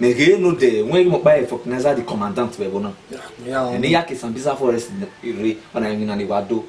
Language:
Bini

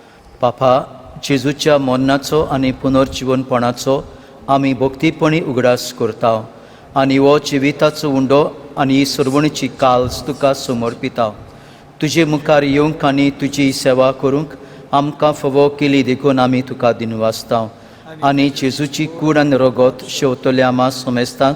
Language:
Konkani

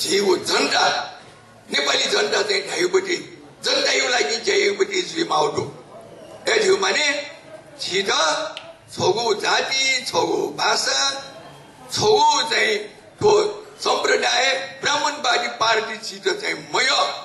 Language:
Newari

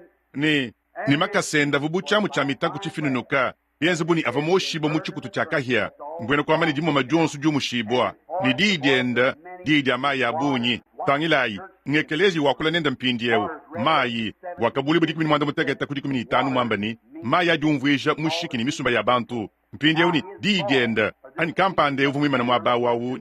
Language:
Luba-Lulua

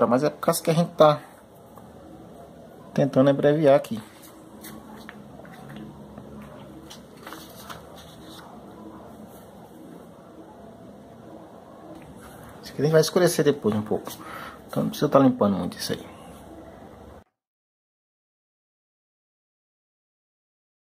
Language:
Portuguese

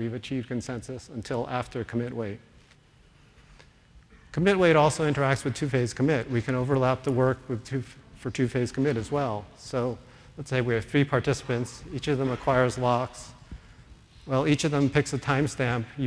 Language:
English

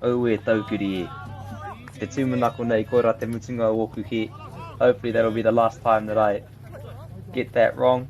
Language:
Māori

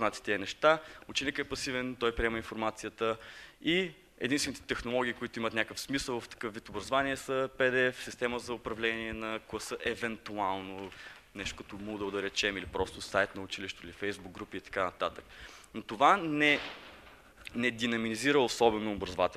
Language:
Bulgarian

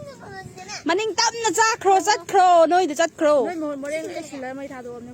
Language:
Manipuri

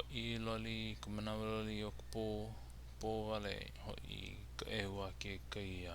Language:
Hawaiian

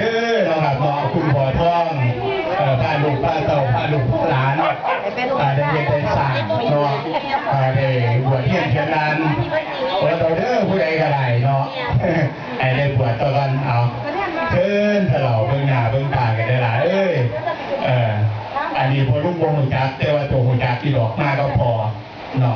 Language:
Northeastern Thai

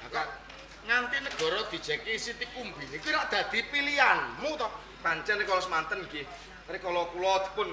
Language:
Javanese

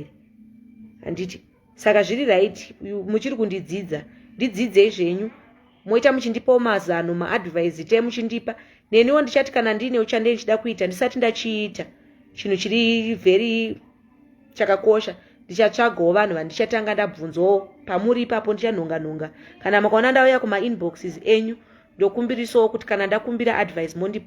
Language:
Shona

